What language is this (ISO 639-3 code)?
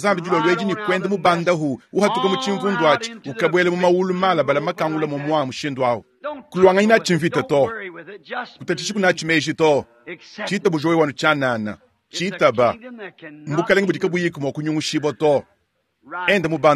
lua